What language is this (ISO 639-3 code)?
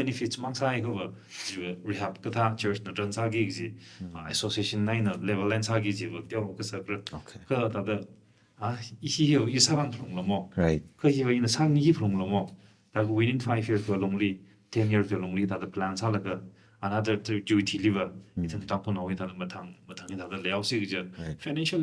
nmf